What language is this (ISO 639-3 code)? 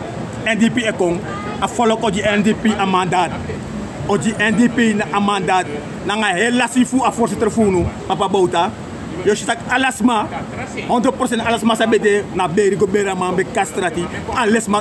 srn